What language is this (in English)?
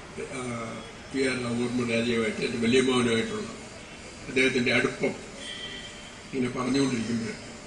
Malayalam